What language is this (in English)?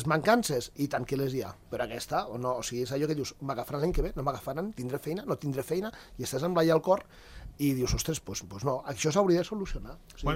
Catalan